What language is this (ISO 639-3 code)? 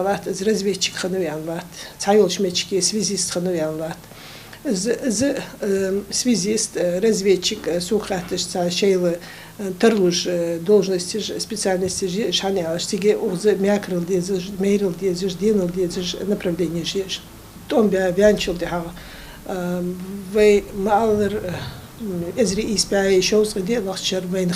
inh